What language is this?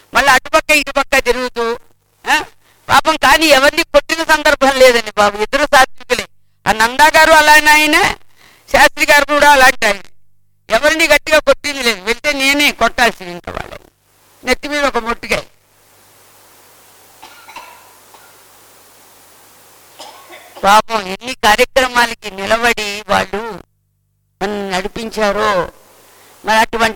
Telugu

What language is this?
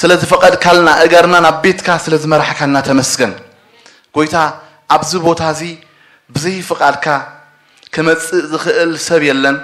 Tigrinya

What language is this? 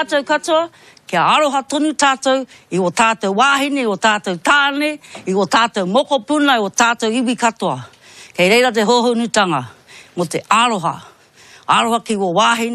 Māori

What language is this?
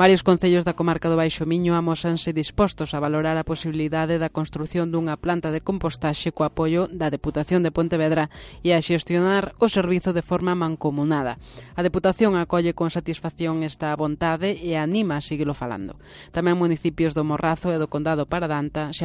Galician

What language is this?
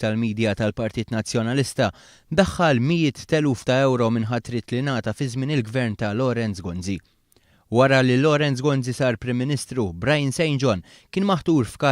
Maltese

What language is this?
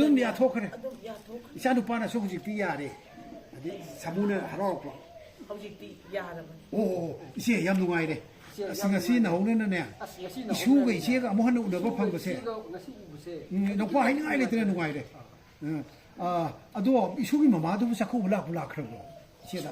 Manipuri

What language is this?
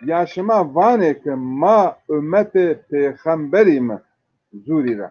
Zaza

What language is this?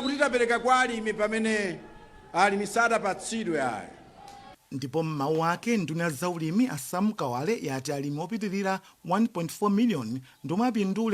Nyanja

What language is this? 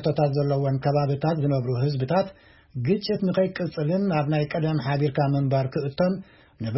Tigrinya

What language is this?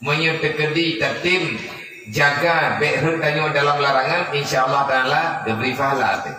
Achinese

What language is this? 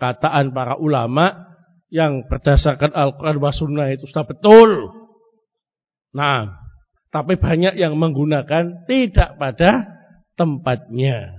Indonesian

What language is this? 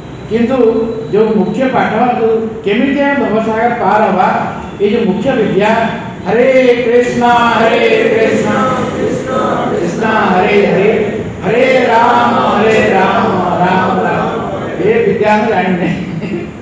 Odia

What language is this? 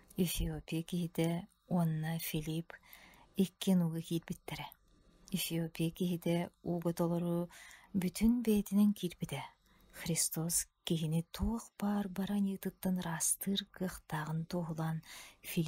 Yakut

